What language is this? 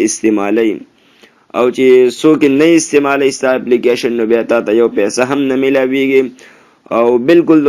Pashto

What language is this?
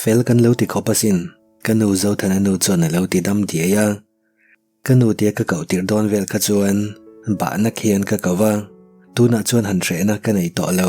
Mizo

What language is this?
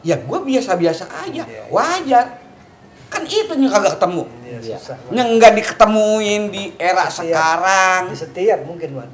Betawi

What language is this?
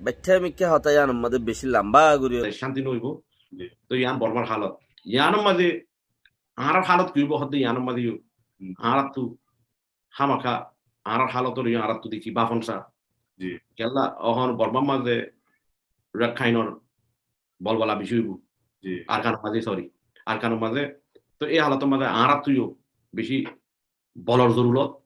Rohingya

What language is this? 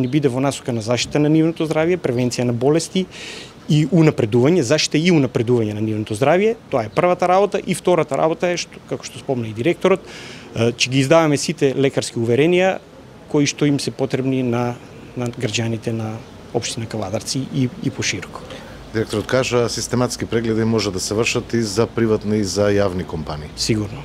Macedonian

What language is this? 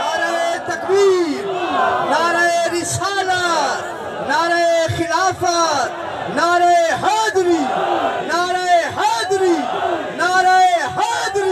Saraiki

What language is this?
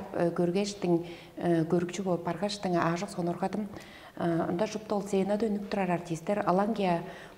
Tuvinian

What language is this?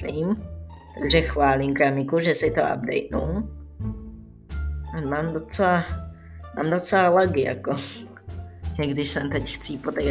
Czech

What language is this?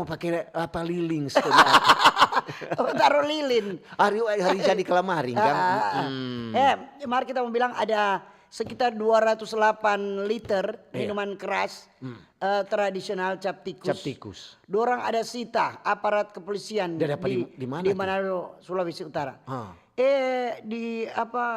Manado Malay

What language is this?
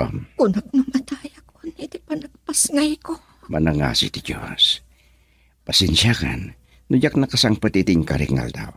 Iloko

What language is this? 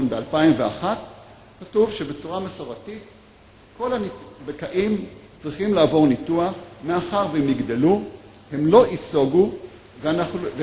Hebrew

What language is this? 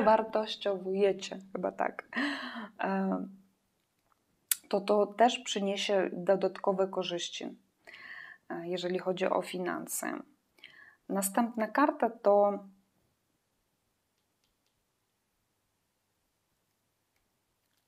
Polish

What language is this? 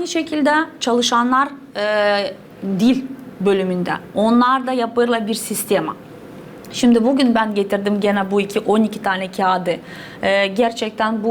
Gagauz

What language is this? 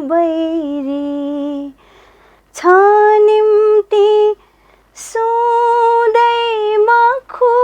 Newari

